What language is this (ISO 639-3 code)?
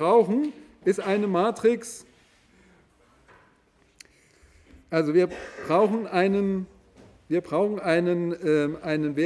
deu